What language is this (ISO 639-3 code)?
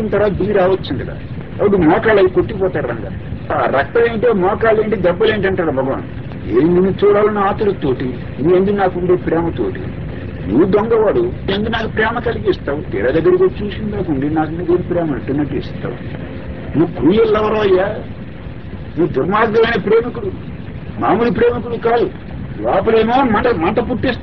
tel